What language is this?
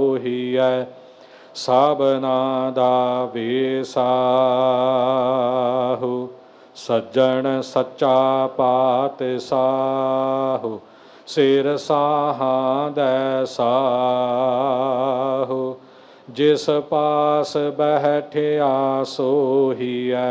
Punjabi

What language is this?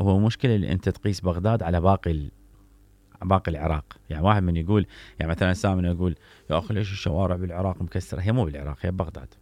Mesopotamian Arabic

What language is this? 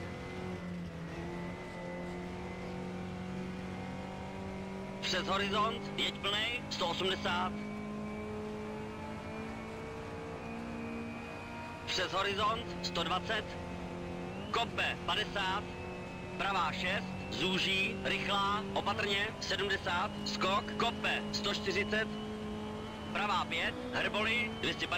Czech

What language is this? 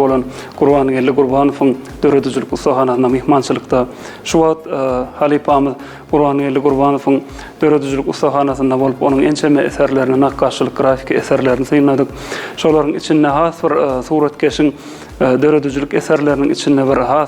Turkmen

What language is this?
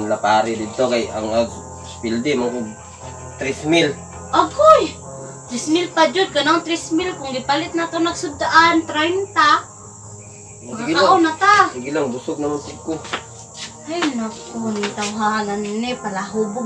Cebuano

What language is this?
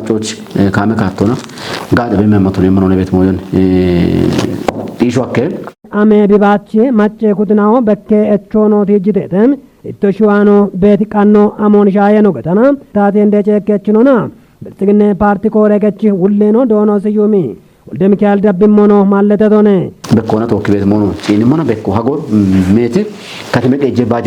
Kafa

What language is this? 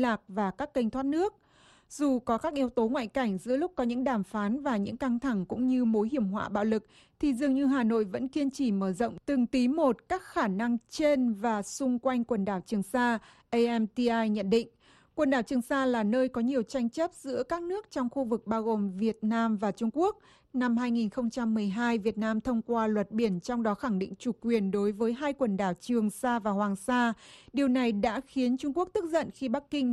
Vietnamese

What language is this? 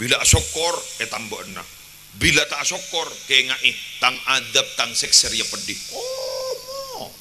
Madurese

